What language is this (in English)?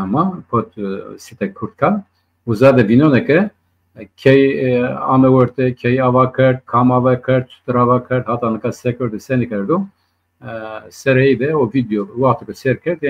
Zaza